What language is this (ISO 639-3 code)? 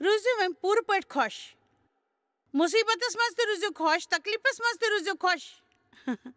kas